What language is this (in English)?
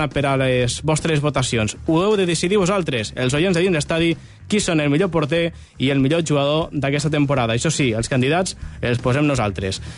Catalan